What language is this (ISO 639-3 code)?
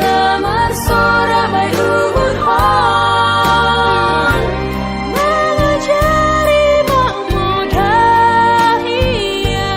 bts